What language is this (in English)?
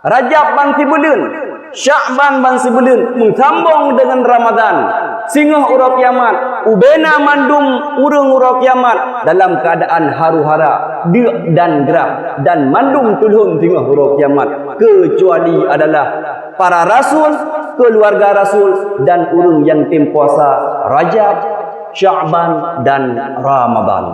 Achinese